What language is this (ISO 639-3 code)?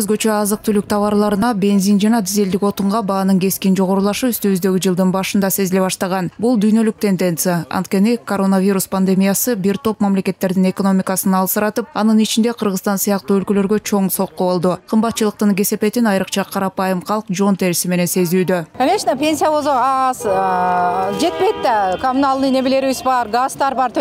kir